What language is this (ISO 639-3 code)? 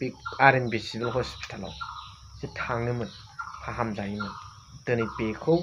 brx